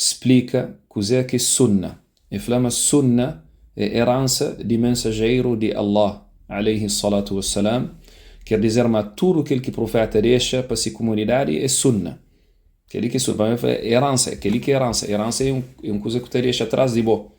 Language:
Kabuverdianu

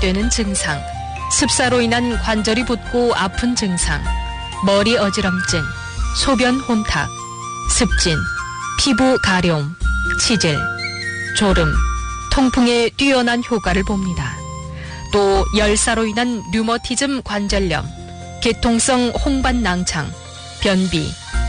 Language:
Korean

